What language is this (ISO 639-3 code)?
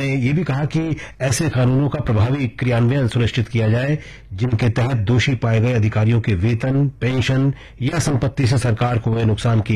hin